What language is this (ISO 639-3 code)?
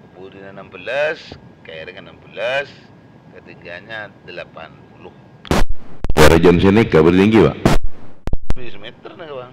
mad